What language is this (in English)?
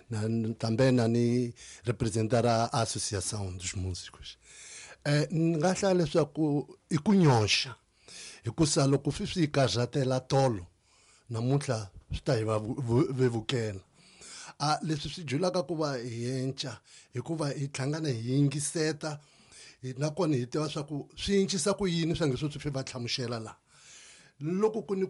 Tsonga